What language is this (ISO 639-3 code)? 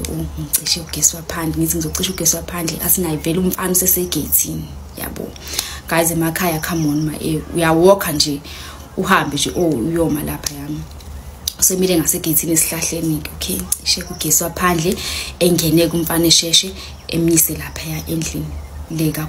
zul